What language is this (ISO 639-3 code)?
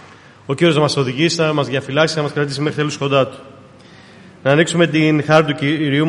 ell